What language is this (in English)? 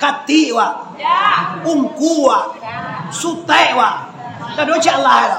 Minangkabau